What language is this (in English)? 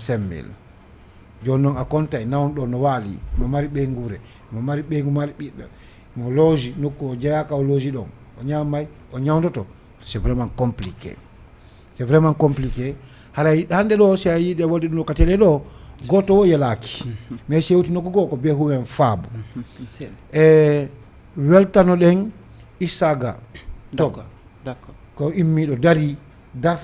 Fula